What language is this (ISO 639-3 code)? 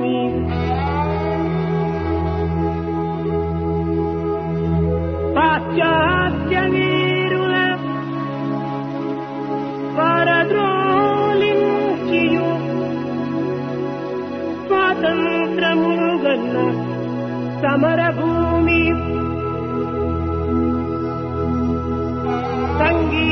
tel